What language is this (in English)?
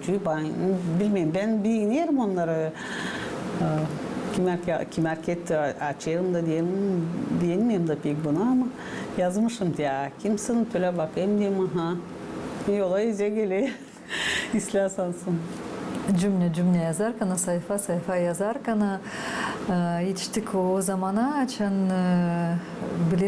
Gagauz